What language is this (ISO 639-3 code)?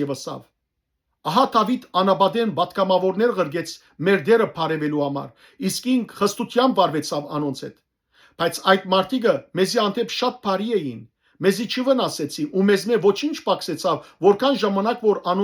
hyw